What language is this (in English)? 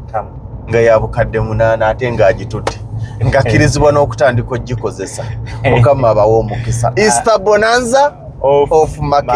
Ganda